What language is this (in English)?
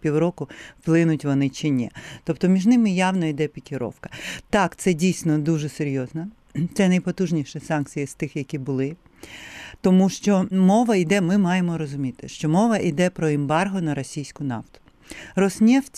Ukrainian